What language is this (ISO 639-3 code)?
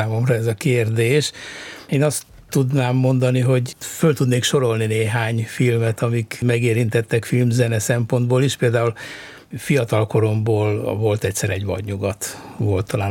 hun